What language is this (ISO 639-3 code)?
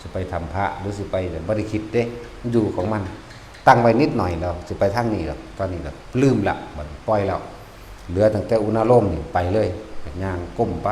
tts